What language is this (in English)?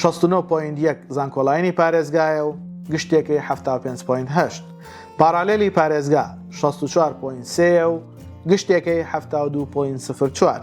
Central Kurdish